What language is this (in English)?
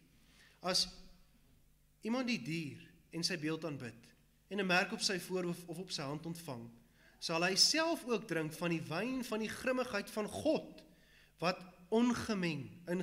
Afrikaans